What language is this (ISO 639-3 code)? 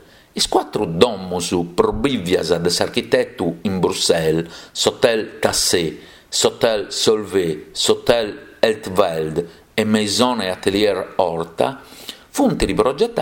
srd